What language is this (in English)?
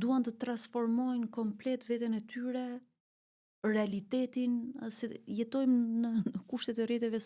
Albanian